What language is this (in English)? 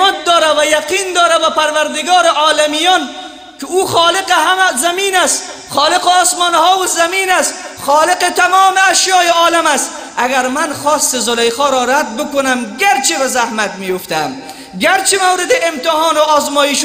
Persian